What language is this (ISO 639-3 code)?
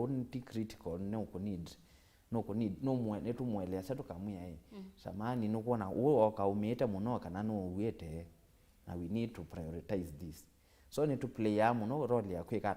kam